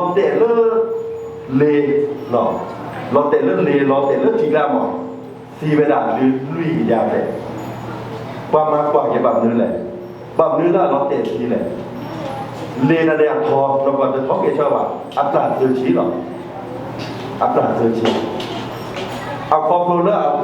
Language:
S'gaw Karen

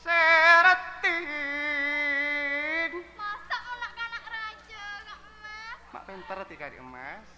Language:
Madurese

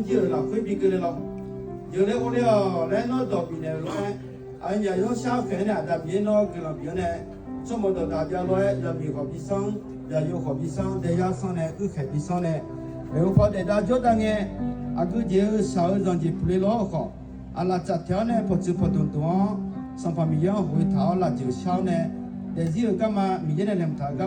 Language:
Akha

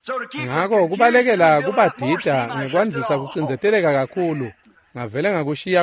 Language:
Swati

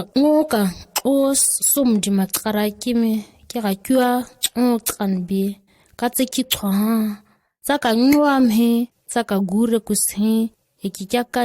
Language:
ǁGana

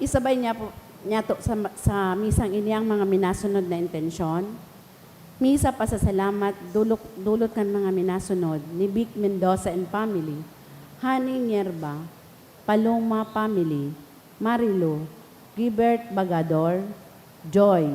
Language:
Bikol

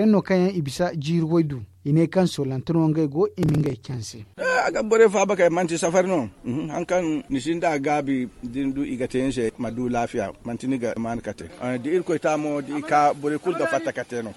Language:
Zarma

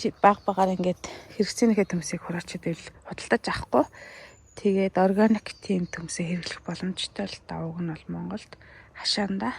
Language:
Mongolian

